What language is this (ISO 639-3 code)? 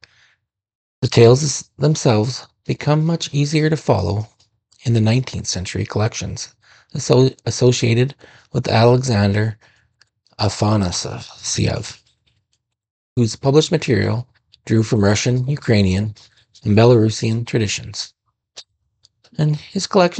eng